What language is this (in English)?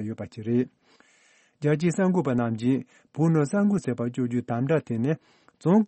Tibetan